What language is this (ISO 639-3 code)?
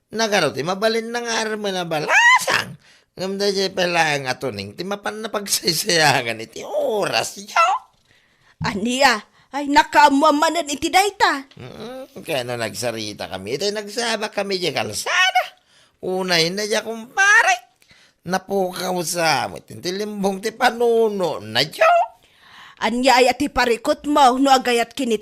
ilo